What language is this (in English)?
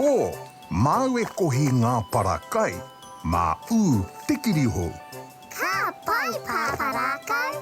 Māori